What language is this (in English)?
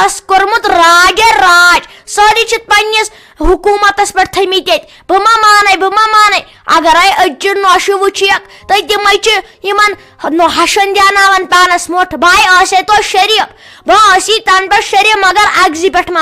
Kashmiri